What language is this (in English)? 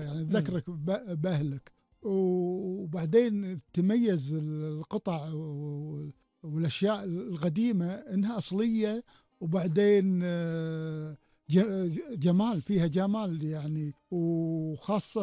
Gulf Arabic